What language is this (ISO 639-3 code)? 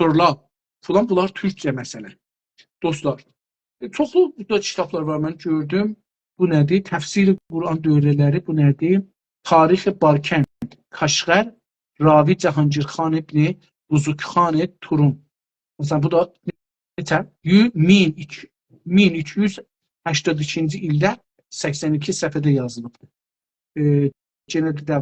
azb